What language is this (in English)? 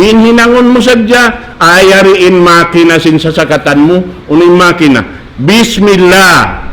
Tausug